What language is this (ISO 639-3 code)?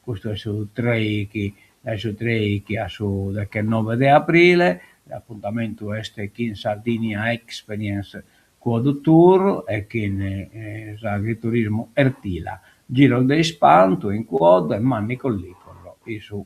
srd